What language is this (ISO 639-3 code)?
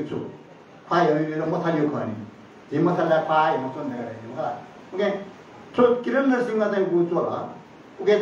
new